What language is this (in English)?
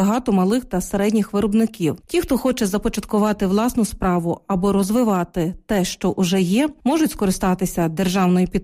Ukrainian